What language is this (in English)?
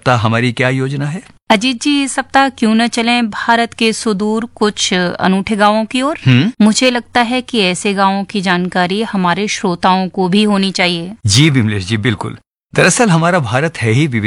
Hindi